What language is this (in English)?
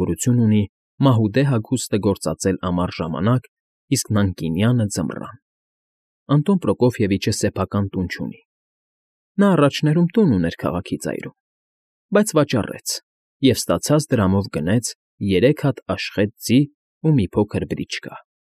Armenian